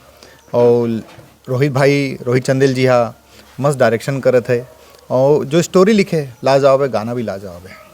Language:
Chhattisgarhi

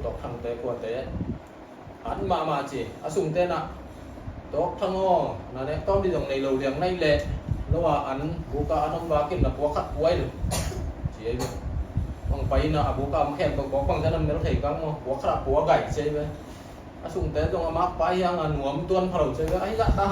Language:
Tedim Chin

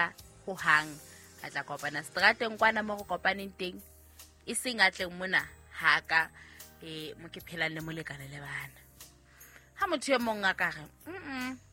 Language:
Southern Sotho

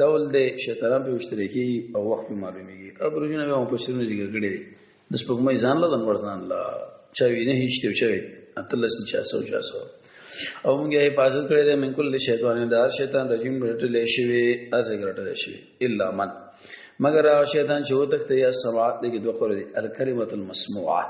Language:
Pashto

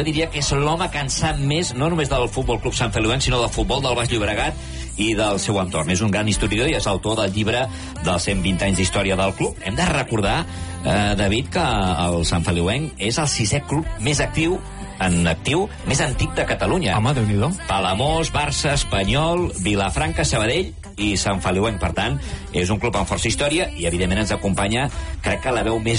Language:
Catalan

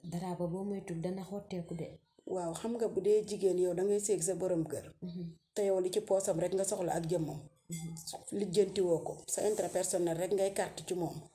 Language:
Wolof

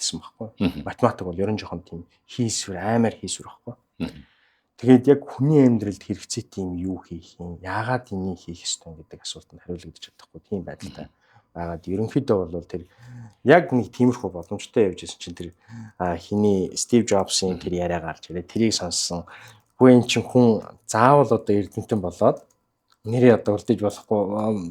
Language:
Mongolian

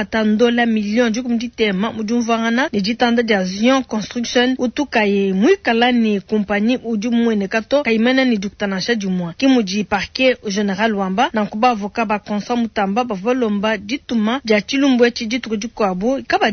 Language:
Luba-Lulua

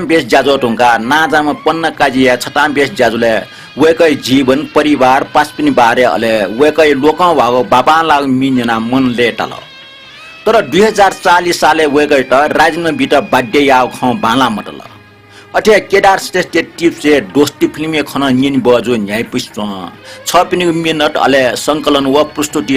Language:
Newari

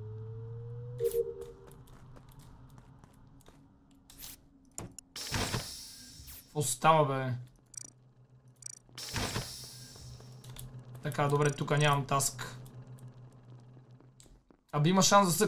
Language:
Bulgarian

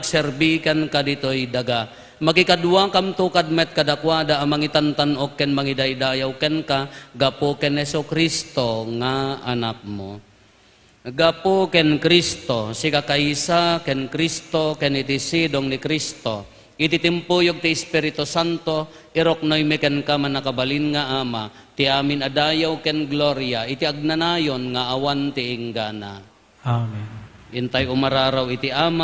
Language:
Iloko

